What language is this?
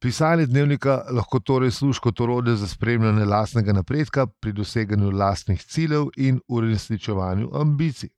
Slovenian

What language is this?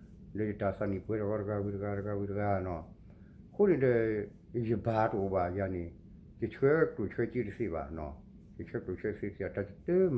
S'gaw Karen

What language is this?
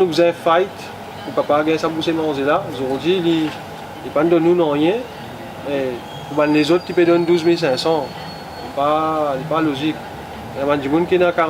Morisyen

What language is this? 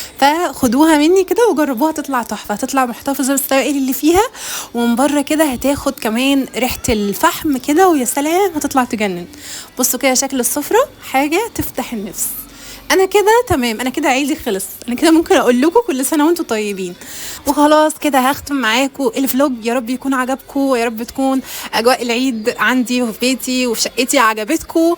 Egyptian Arabic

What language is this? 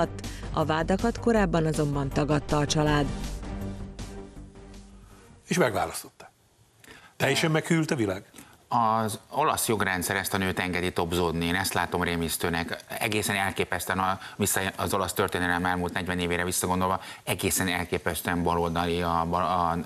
Hungarian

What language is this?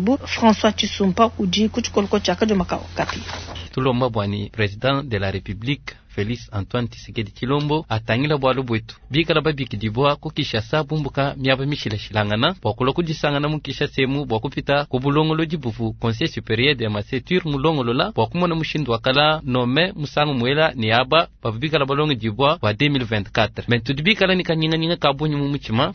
Luba-Lulua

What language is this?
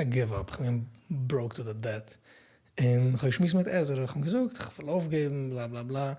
Yiddish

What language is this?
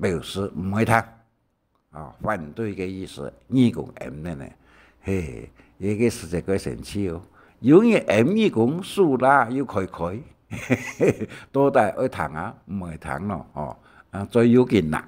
Hakka Chinese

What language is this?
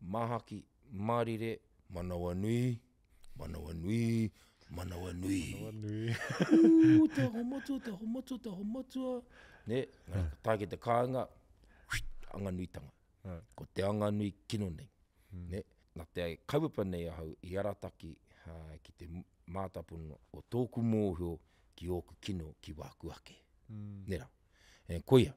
Māori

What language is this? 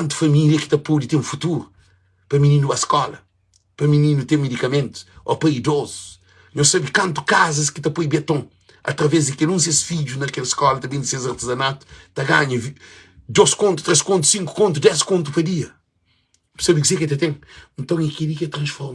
Kabuverdianu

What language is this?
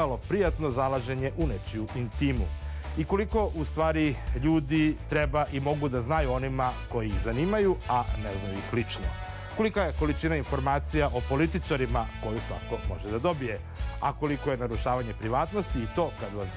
Serbian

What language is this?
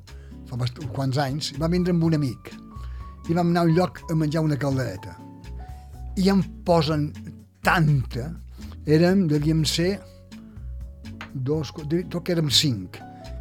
Catalan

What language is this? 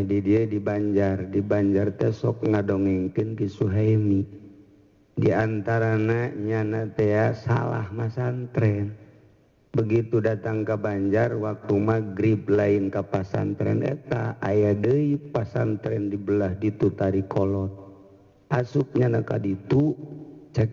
Sundanese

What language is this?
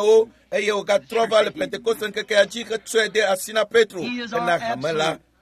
Ewe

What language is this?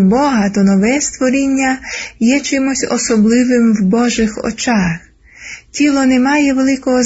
Ukrainian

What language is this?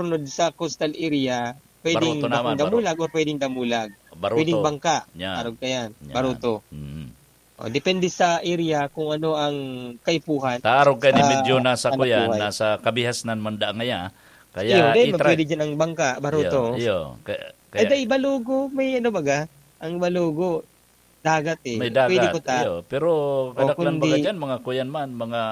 Bikol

